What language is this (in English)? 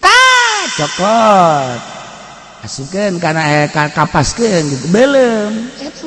Sundanese